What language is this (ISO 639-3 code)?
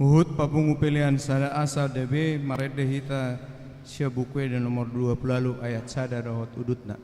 bbc